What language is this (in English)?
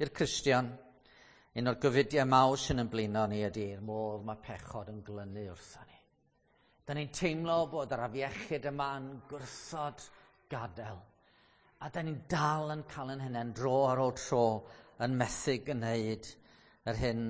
Welsh